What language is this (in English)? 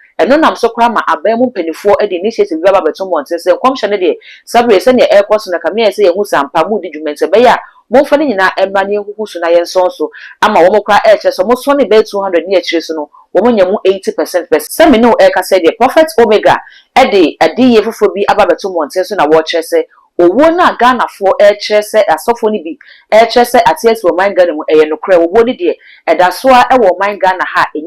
Akan